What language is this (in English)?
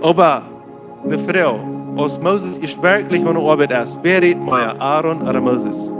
Plautdietsch